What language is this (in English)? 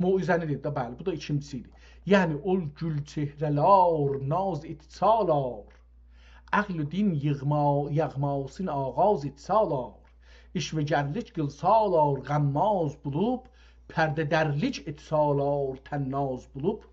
South Azerbaijani